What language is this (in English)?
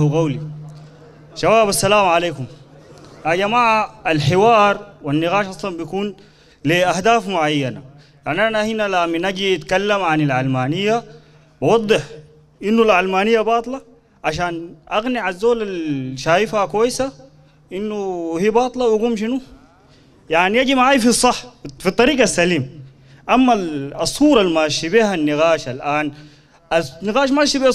Sudanese Arabic